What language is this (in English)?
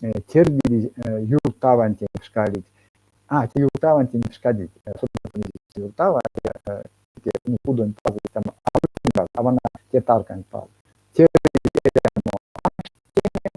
Erzya